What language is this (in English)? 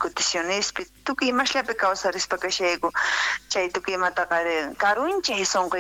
South Bolivian Quechua